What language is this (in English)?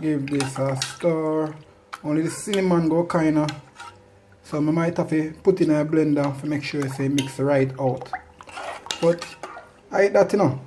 Jamaican Creole English